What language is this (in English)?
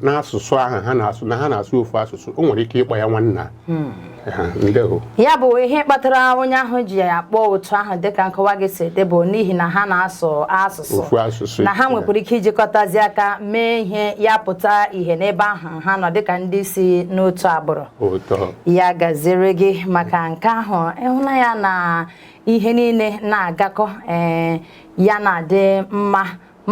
Igbo